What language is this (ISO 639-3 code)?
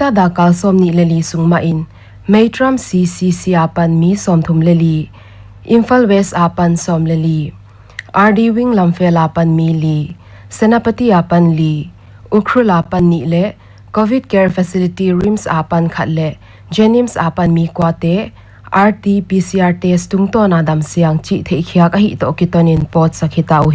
pck